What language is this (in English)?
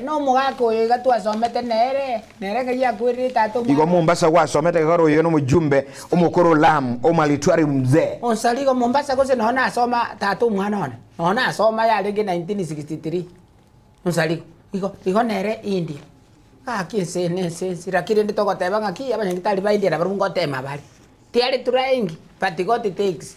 Gusii